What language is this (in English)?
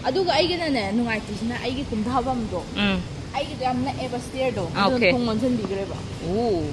Manipuri